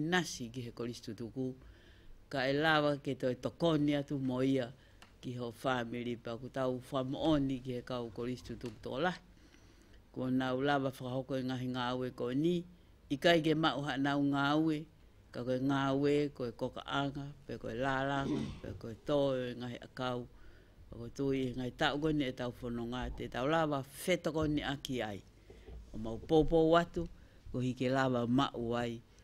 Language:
Tongan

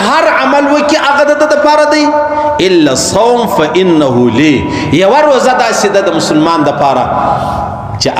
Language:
Pashto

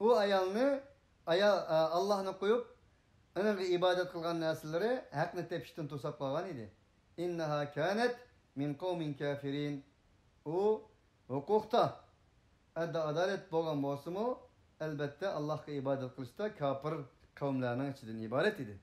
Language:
Uyghur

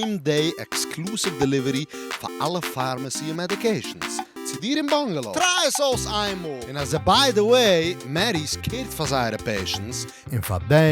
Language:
Yiddish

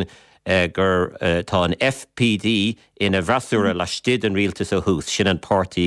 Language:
Irish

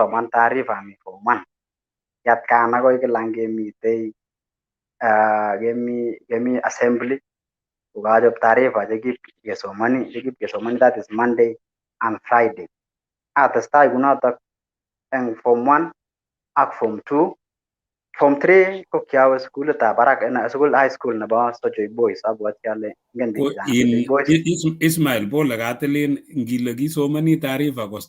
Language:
Kalenjin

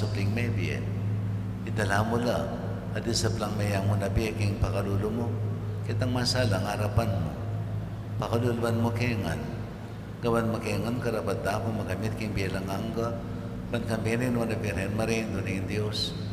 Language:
Pampanga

